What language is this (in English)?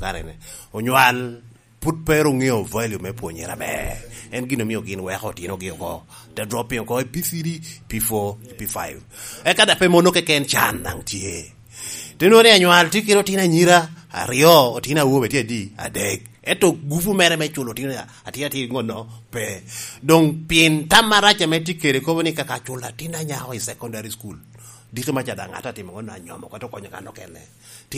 Lango (Uganda)